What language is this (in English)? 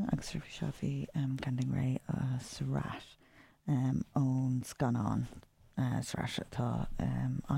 Irish